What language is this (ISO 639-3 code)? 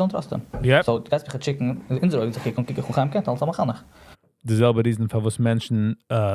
yid